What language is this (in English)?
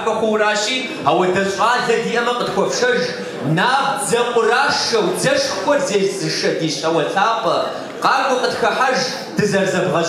Kabardian